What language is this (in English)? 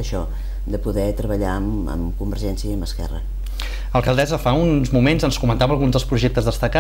Catalan